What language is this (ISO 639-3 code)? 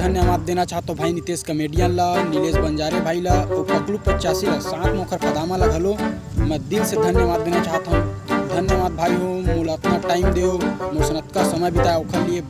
hne